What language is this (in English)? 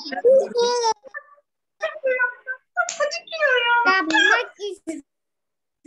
Turkish